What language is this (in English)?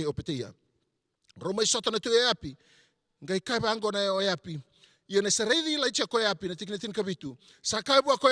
Fijian